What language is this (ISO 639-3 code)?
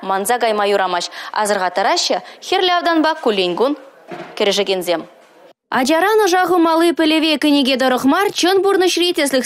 chv